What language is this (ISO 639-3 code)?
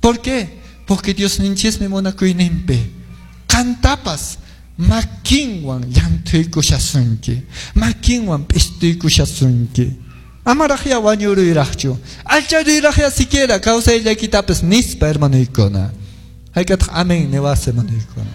que